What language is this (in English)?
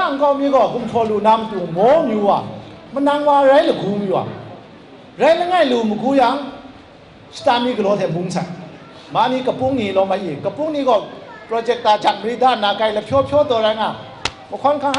Kachin